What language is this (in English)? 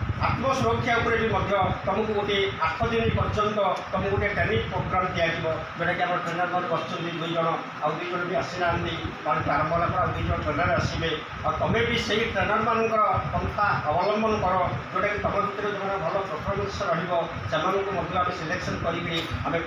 Odia